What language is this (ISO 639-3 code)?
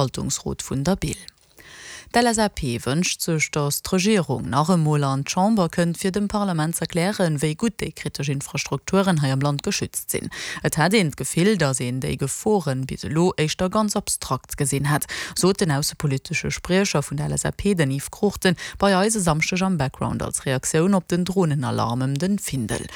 ltz